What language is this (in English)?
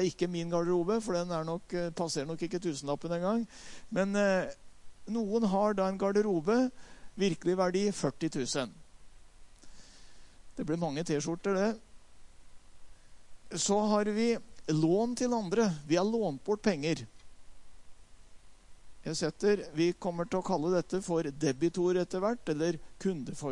Norwegian